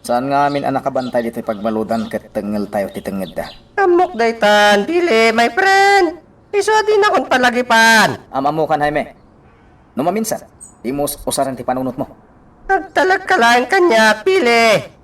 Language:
Iloko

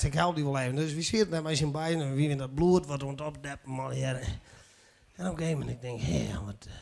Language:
Western Frisian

